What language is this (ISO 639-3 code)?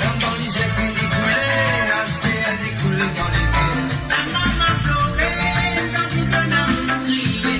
mfe